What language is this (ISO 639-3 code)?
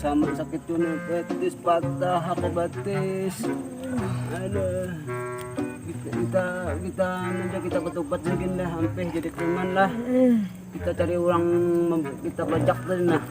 bjn